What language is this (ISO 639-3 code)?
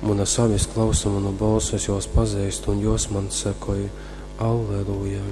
ltg